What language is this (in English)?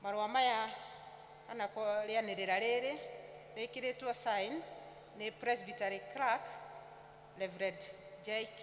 Kikuyu